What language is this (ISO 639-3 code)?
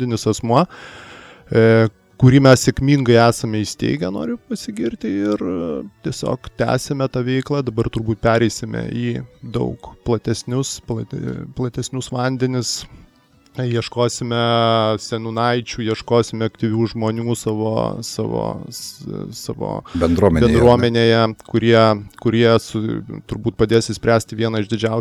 lit